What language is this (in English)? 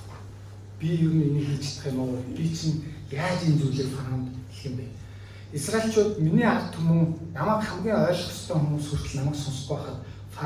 Mongolian